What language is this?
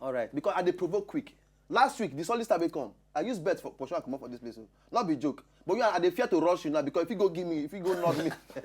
Nigerian Pidgin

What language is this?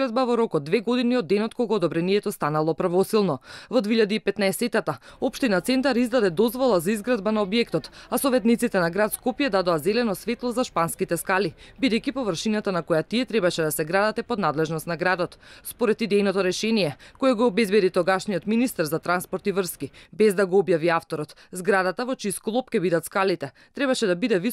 Macedonian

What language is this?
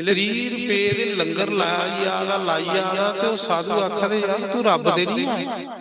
Dogri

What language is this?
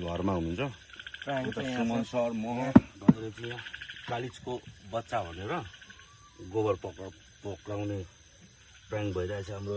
Nepali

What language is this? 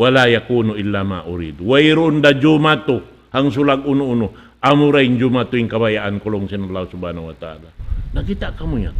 Tausug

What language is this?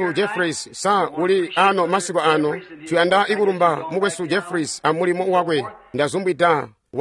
Tonga (Zambia)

